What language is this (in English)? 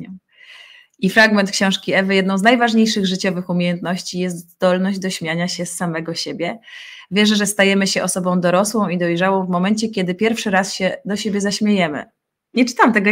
Polish